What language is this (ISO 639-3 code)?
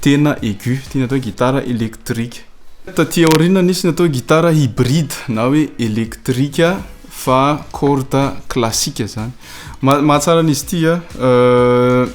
mlg